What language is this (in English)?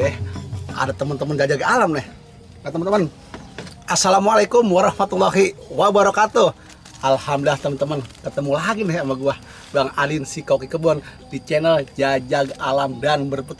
Betawi